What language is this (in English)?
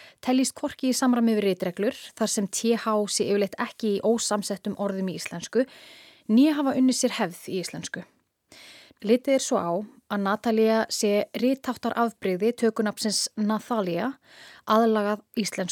Icelandic